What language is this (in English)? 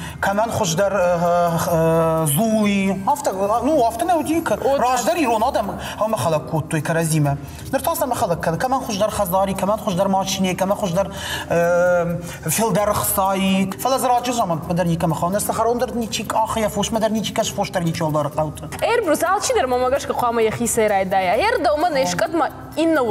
Ossetic